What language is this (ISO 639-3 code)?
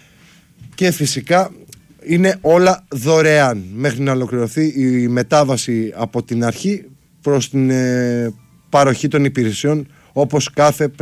ell